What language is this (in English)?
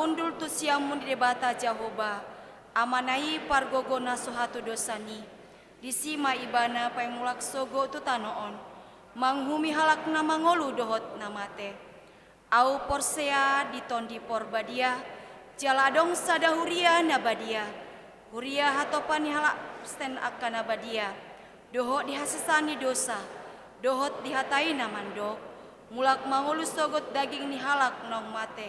Batak Toba